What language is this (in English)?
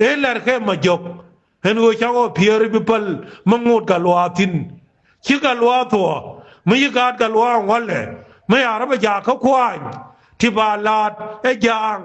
Nuer